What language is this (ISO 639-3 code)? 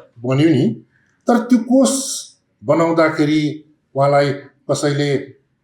nep